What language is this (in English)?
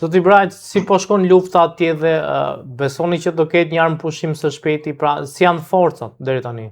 Albanian